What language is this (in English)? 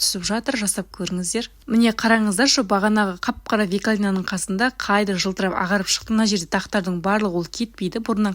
Kazakh